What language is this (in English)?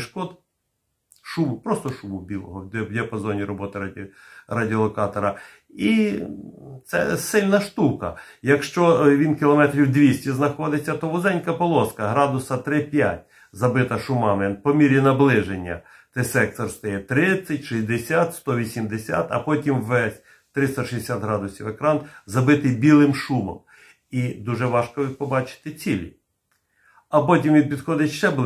Ukrainian